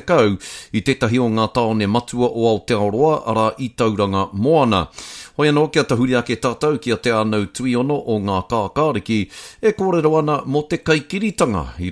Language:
Māori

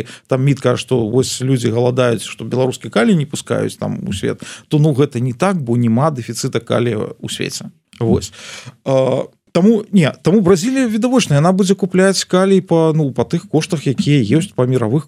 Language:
Belarusian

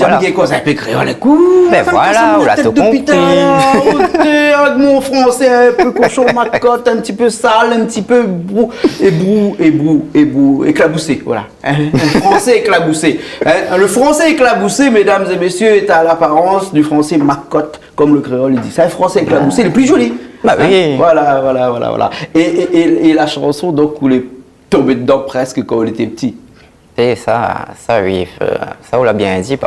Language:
Réunion Creole French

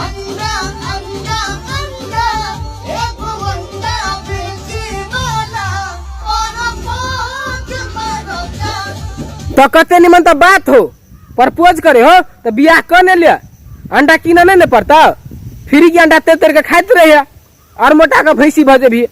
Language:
Maithili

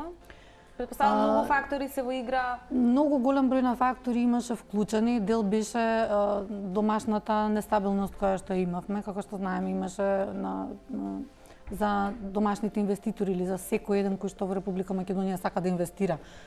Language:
Macedonian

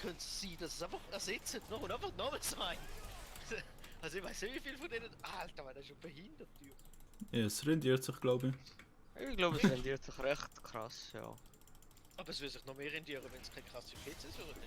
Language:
Swiss German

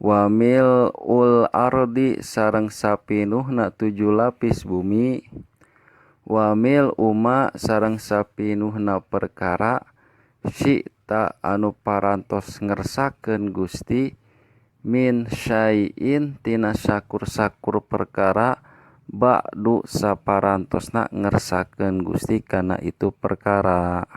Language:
Sundanese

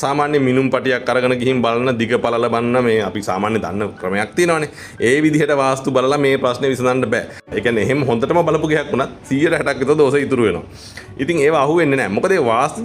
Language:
Sinhala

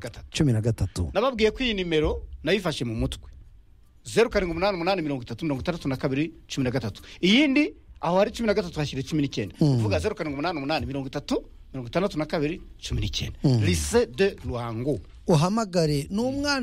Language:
Kinyarwanda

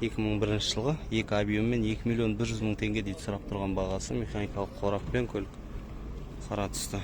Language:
Kazakh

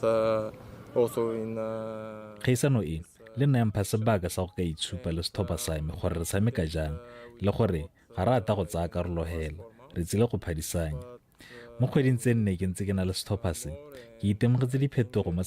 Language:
Tswana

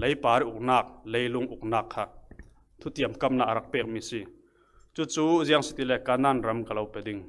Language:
Falam Chin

